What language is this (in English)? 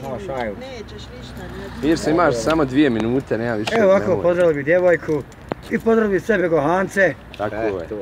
Bosnian